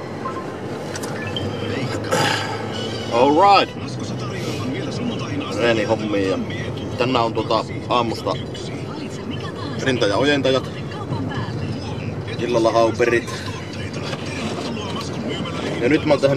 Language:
Finnish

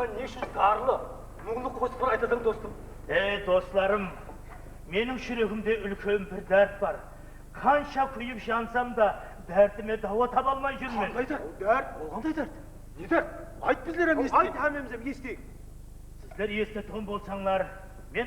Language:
Kara-Kalpak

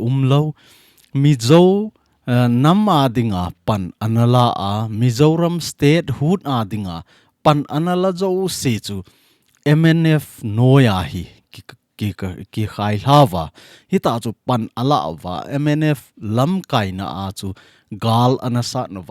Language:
Thado Chin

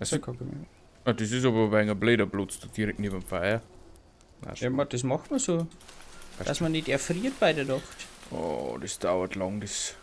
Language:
Bavarian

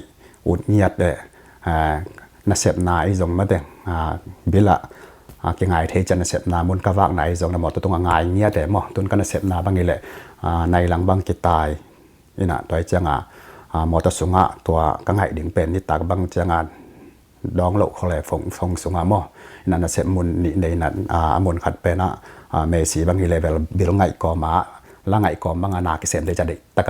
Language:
Tedim Chin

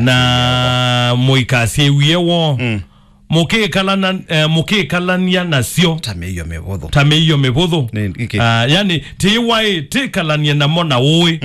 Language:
Kamba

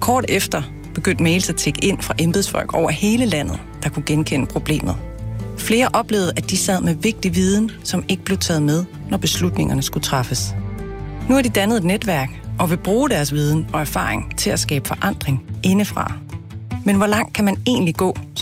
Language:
Danish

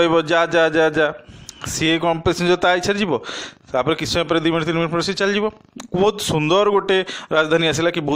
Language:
Odia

